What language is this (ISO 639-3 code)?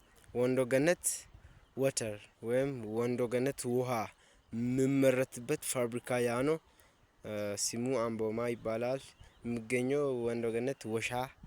amh